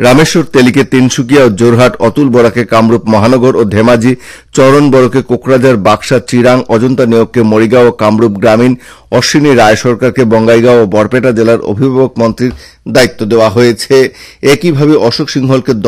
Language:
Bangla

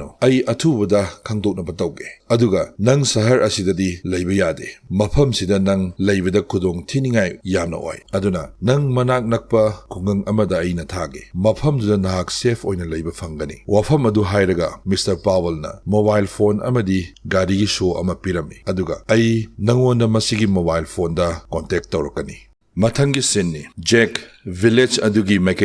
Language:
Manipuri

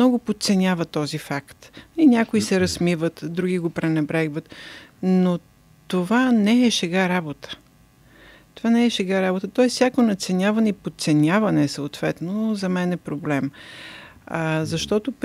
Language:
Bulgarian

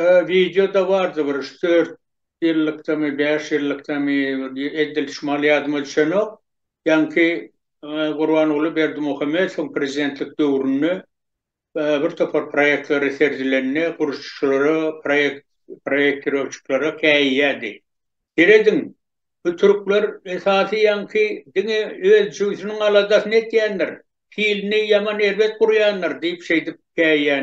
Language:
Turkmen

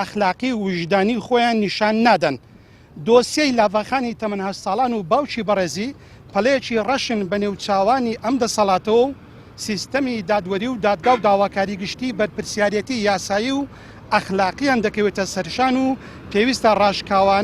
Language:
Central Kurdish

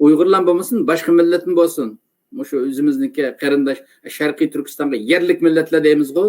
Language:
Uyghur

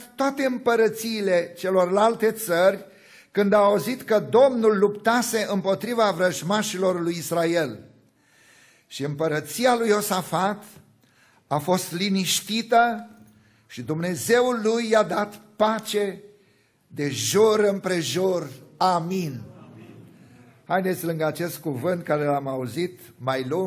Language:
Romanian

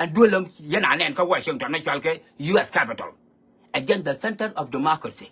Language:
Nuer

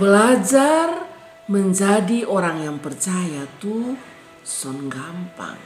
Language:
Kupang Malay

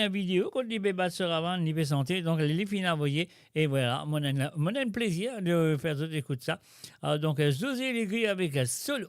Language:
Morisyen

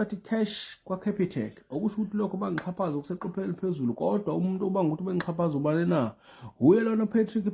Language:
Zulu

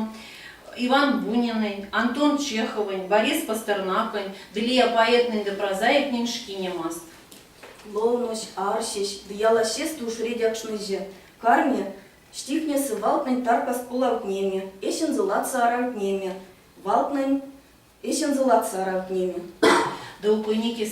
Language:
Erzya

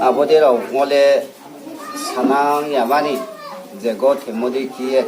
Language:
Riang (India)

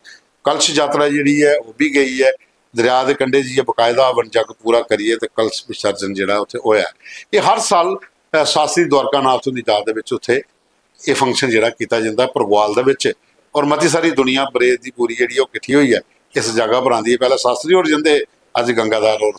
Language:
Dogri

